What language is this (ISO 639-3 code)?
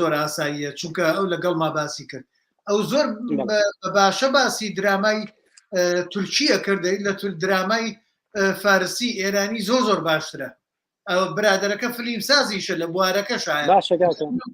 ckb